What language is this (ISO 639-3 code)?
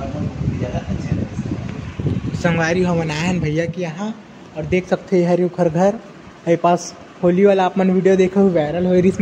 hne